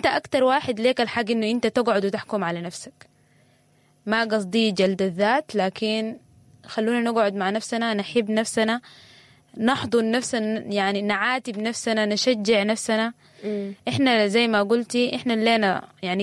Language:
Sudanese Arabic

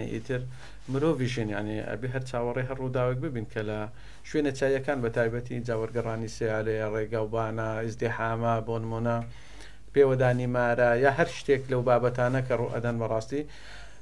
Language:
Central Kurdish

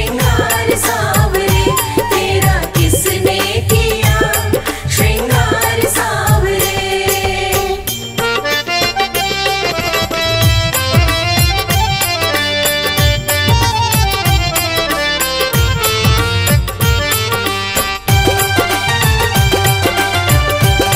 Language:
Hindi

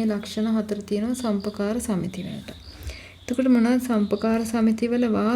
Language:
Sinhala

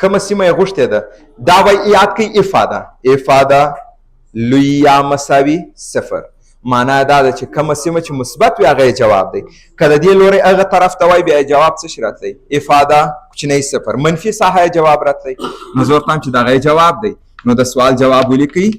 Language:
Pashto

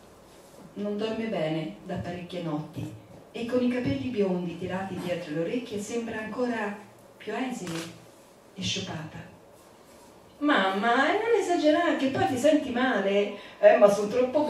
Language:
Italian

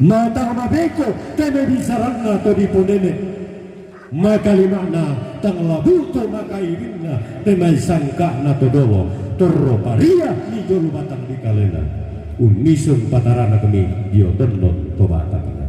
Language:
Toraja-Sa'dan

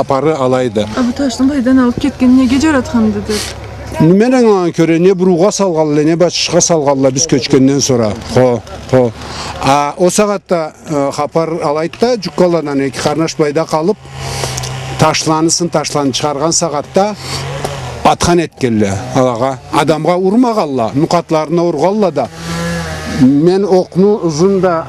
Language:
Karachay-Balkar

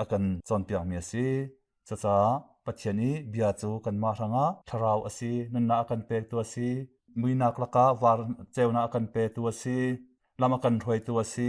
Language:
Hakha Chin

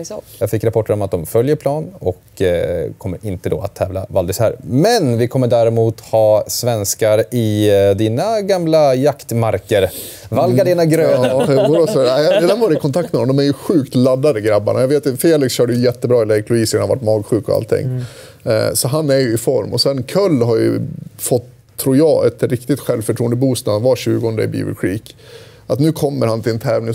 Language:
Swedish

